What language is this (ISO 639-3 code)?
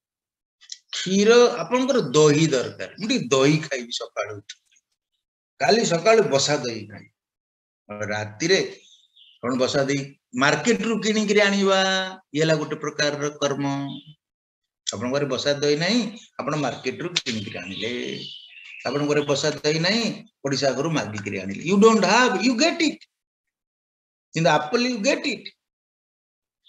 ori